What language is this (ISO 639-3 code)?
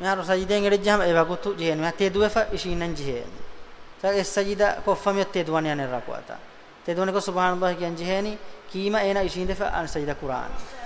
div